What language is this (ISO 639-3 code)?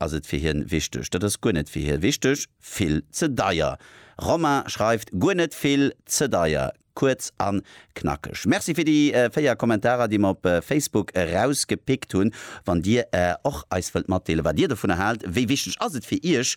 ltz